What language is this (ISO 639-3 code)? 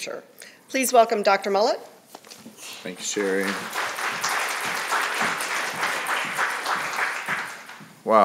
eng